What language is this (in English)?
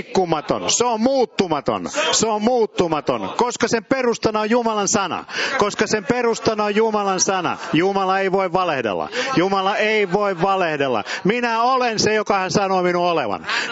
Finnish